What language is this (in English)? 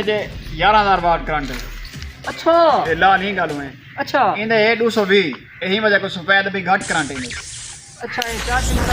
Saraiki